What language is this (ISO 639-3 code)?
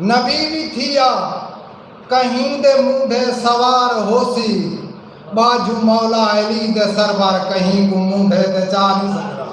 skr